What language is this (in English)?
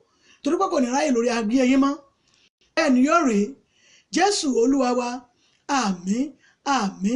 Yoruba